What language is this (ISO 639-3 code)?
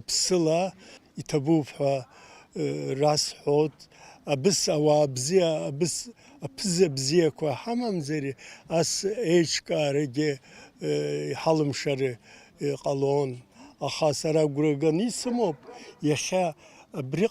abk